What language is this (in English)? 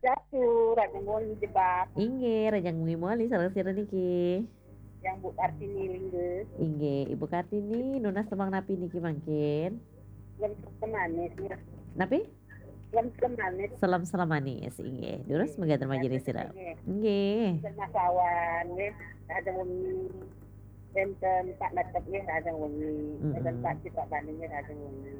Balinese